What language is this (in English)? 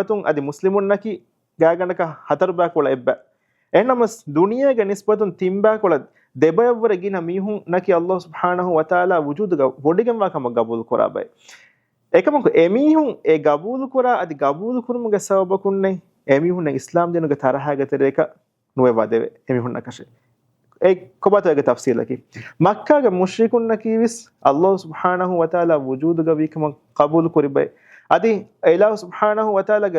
Divehi